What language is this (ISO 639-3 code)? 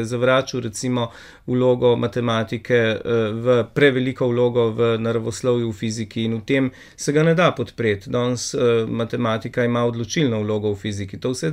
slv